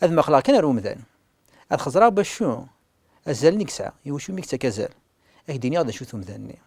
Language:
Kabyle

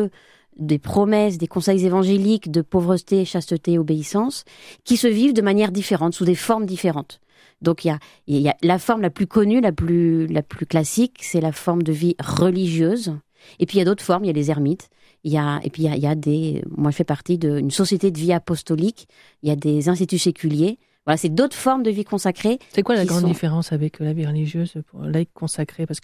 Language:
French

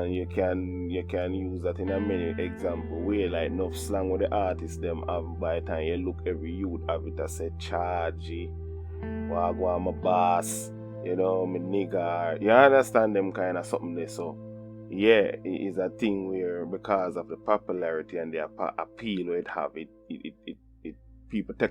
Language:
Jamaican Creole English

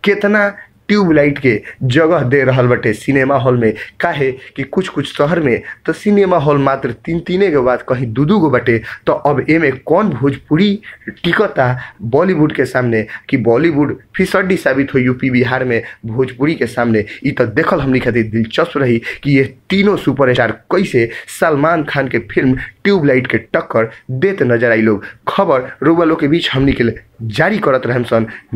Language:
Bhojpuri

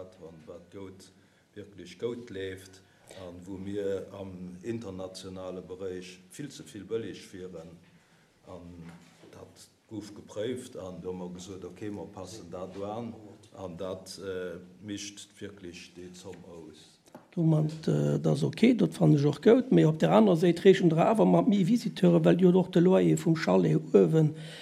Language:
Luxembourgish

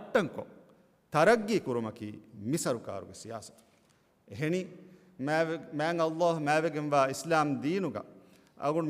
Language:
Divehi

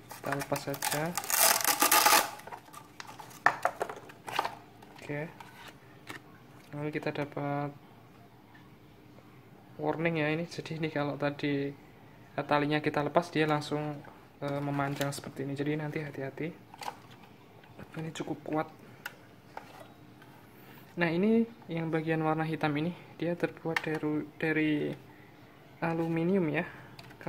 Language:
Indonesian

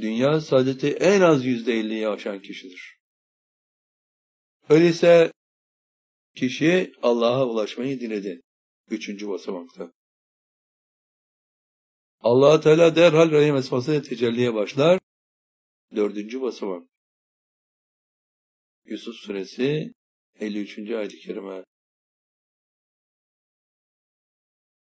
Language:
Turkish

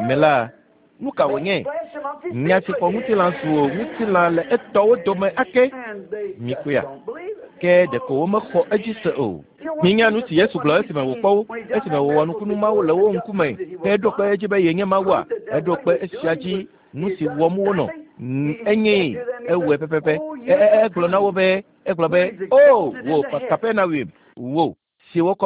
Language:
Ewe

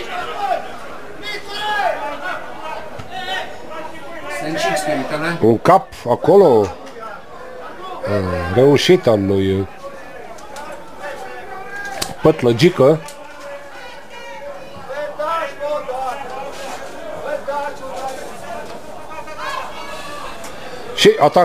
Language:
Romanian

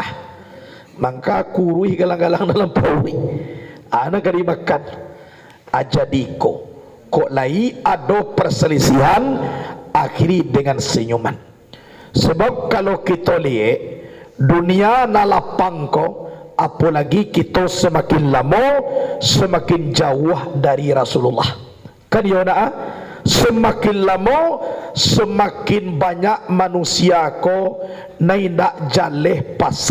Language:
Minangkabau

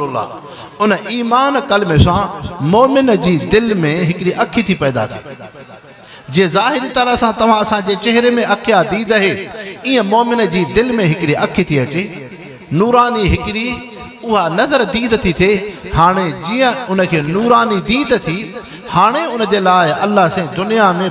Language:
Sindhi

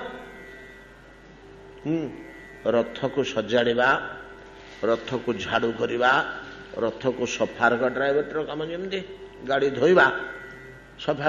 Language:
Odia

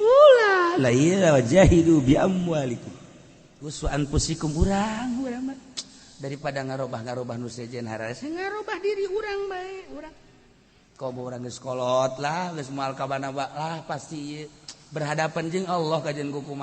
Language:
Sundanese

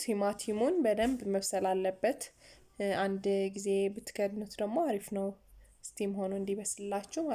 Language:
Amharic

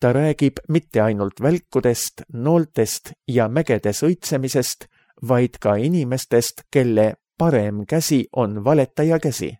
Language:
Estonian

